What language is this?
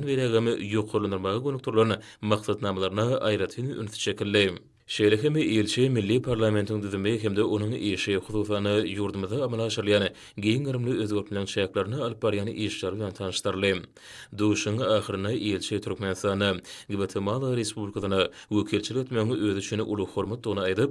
Turkmen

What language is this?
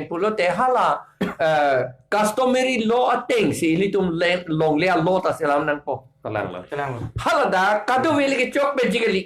Karbi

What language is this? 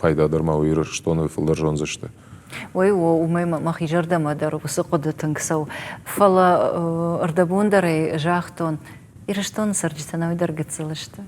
Ossetic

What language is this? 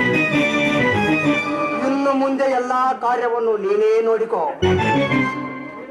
Kannada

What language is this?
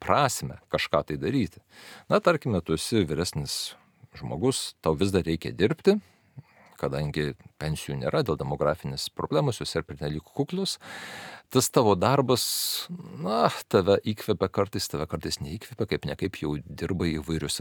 Lithuanian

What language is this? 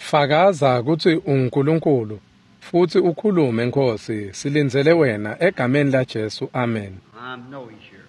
Swati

